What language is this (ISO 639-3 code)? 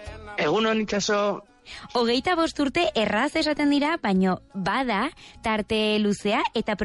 eus